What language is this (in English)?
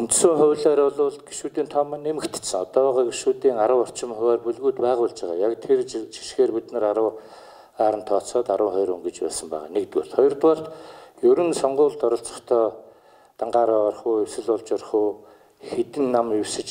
Mongolian